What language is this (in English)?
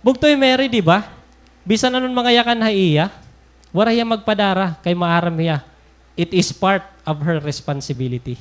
Waray